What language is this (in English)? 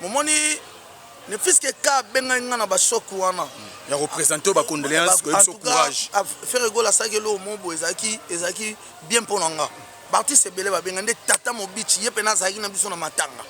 Lingala